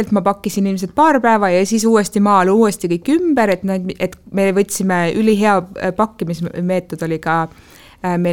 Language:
Estonian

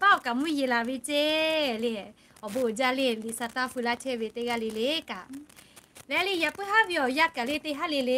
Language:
Lahu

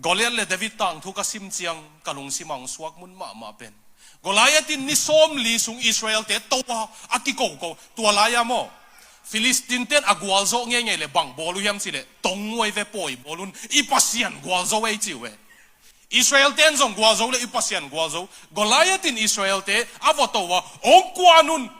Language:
Tedim Chin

